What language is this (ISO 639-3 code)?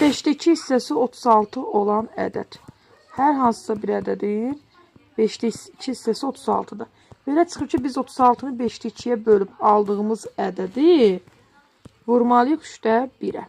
aze